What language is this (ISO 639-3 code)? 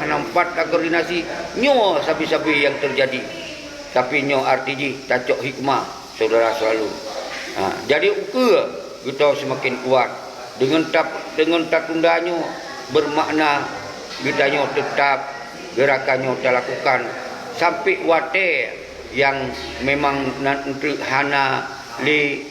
ace